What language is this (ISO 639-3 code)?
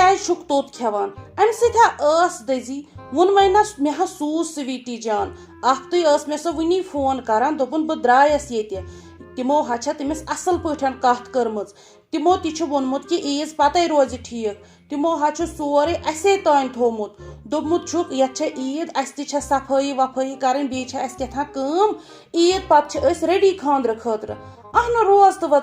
kas